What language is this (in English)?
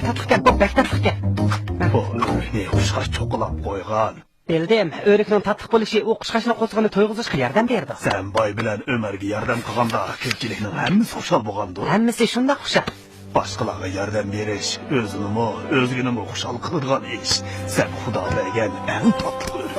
Uyghur